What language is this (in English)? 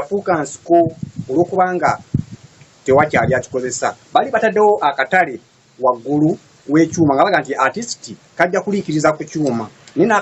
Ganda